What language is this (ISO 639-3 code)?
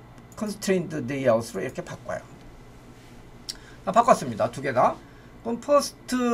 kor